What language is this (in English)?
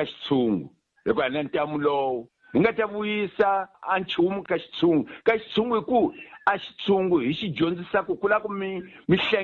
Tsonga